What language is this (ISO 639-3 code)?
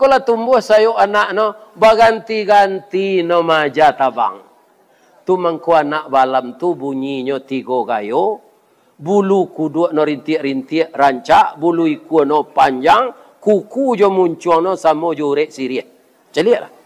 min